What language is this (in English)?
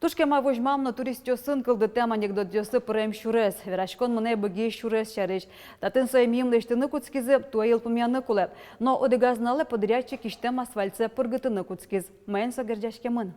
Udmurt